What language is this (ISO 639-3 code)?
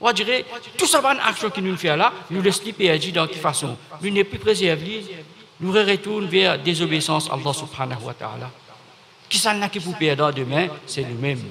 mfe